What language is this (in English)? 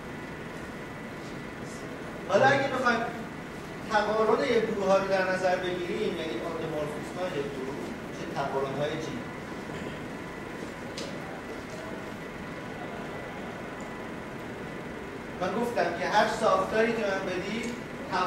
Persian